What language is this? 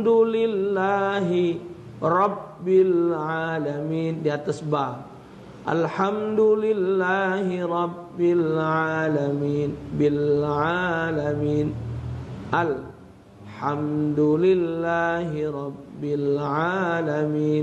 Musi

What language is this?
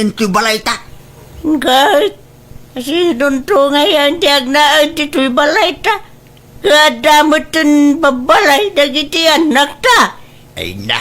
Iloko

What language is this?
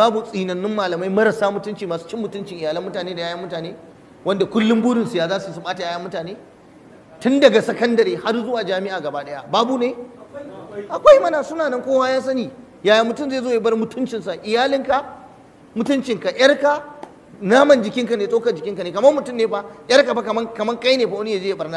Hausa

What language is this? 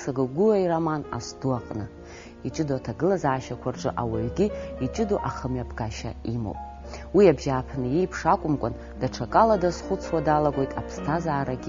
Abkhazian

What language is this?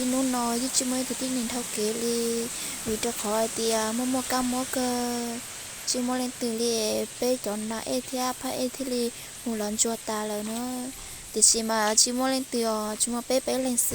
Hmong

